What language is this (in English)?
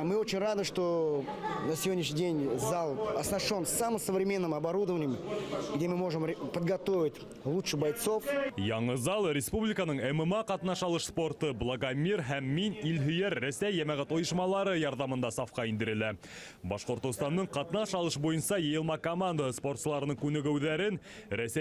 Bashkir